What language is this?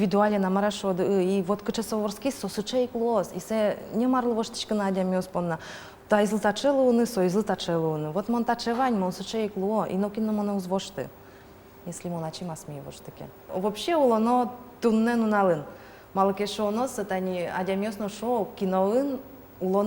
Udmurt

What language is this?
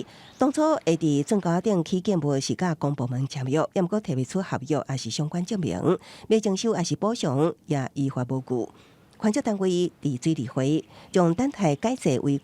Min Nan Chinese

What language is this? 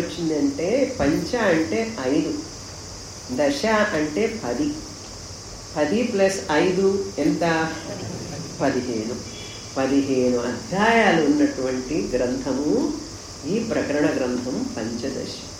Telugu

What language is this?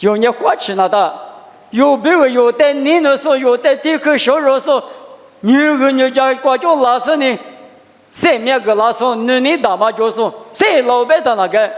Lisu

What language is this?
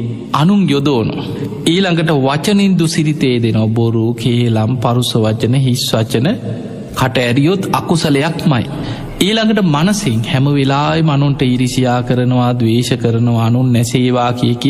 Sinhala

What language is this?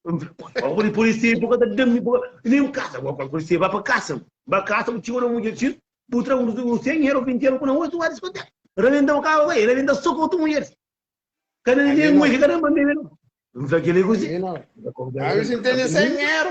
Kabuverdianu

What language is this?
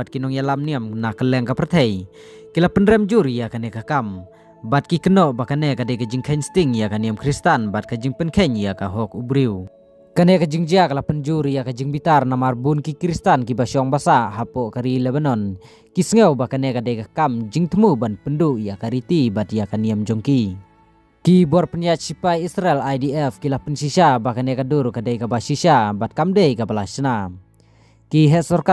Khasi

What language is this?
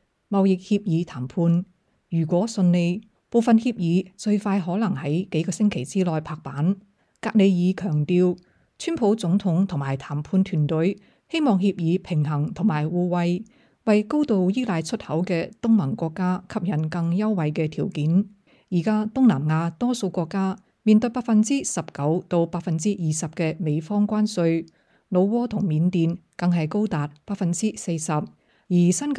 Cantonese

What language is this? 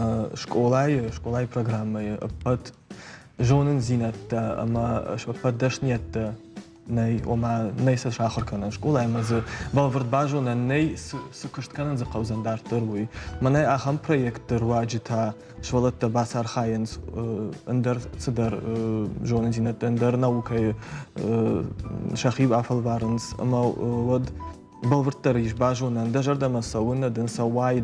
Ossetic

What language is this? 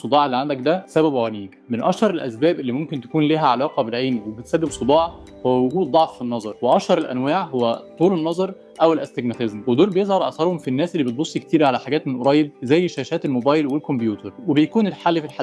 Egyptian Arabic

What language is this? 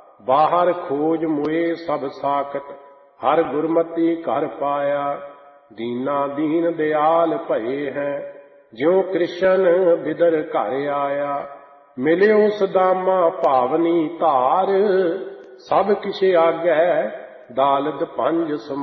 Punjabi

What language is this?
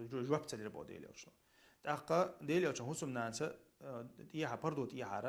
Chechen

